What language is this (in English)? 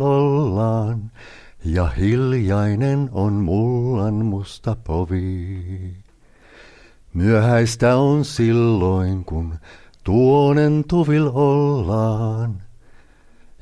Finnish